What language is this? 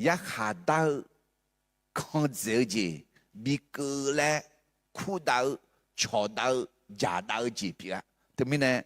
Akha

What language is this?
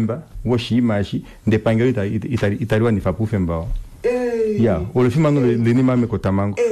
Kuanyama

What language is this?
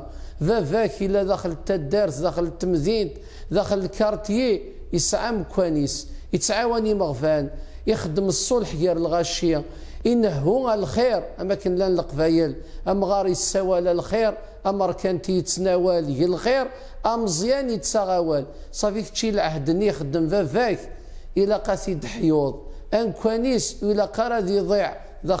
Kabyle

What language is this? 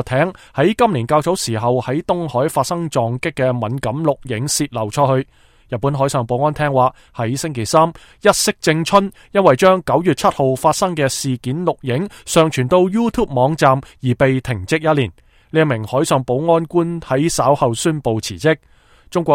Cantonese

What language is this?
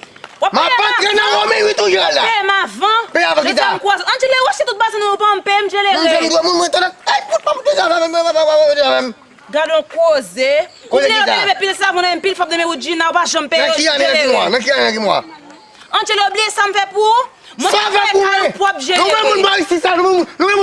Haitian Creole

